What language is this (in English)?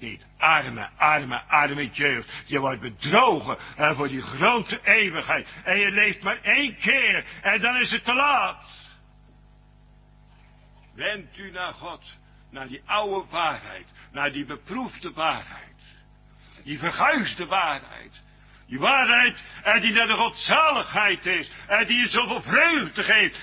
Dutch